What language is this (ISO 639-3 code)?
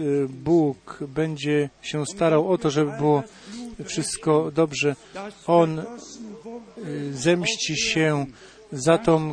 pol